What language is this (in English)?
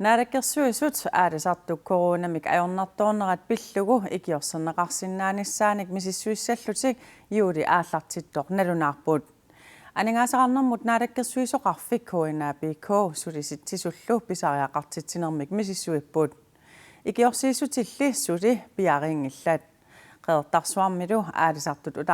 Kalaallisut